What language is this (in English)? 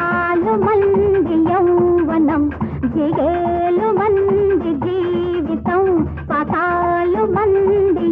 Telugu